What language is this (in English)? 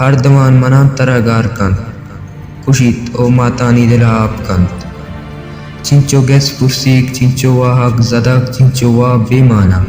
Baluchi